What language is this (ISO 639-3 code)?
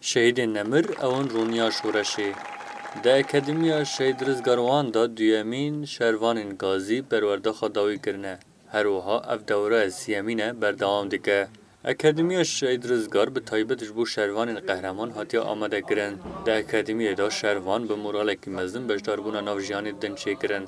kur